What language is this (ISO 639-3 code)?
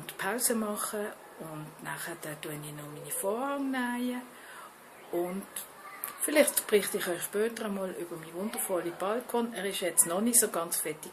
gsw